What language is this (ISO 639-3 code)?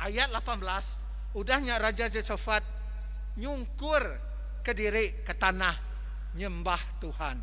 iba